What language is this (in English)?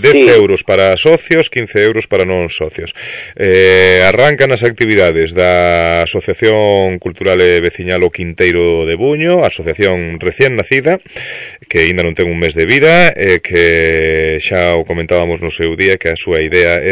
Galician